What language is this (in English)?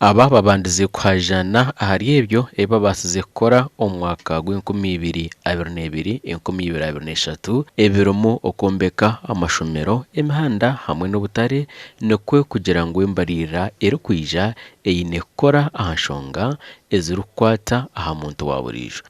Nyankole